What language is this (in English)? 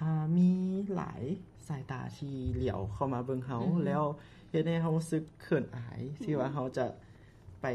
Lao